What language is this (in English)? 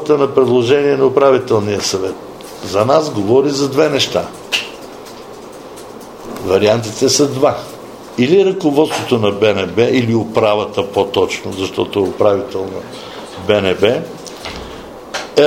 Bulgarian